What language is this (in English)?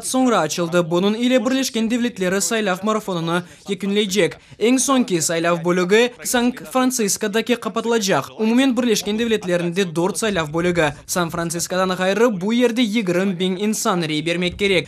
Crimean Tatar